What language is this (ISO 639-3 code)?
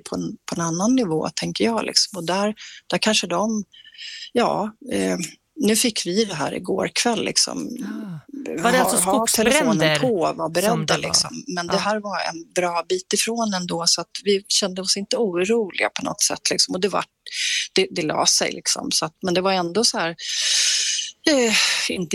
swe